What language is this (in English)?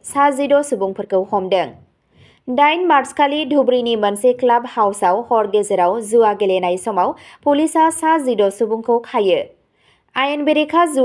Bodo